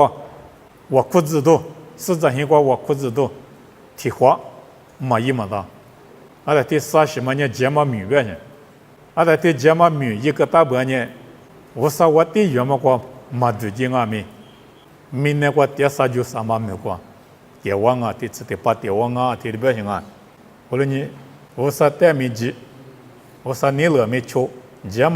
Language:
Lisu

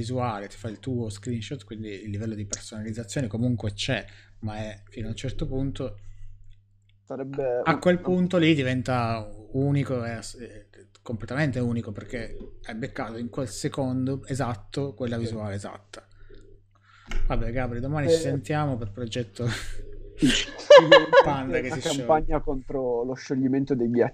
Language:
Italian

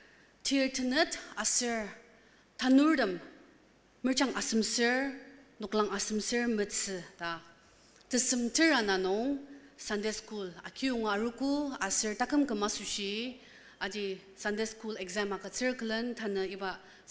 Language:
Ao Naga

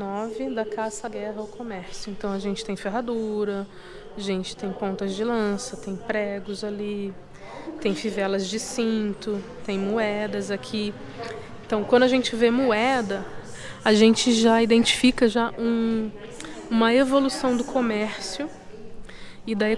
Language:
Portuguese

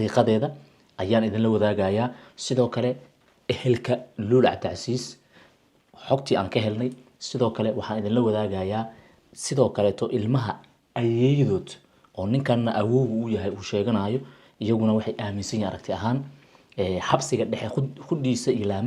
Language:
Somali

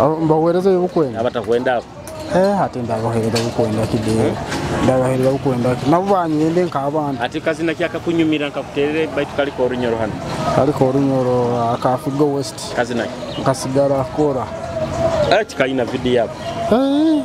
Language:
Nyoro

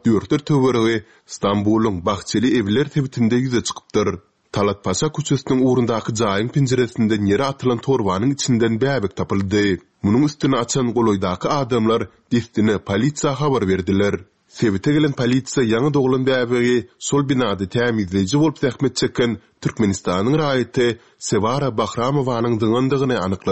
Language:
Turkmen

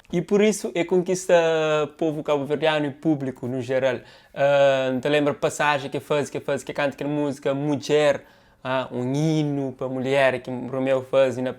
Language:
Kabuverdianu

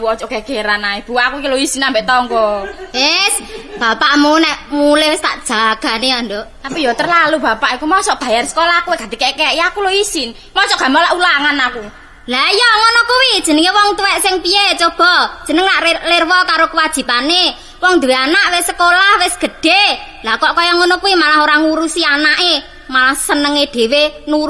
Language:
Javanese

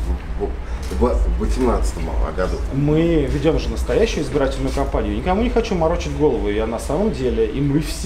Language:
Russian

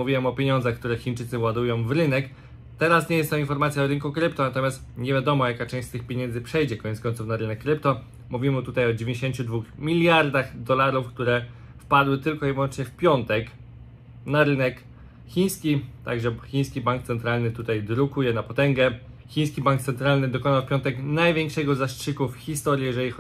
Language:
Polish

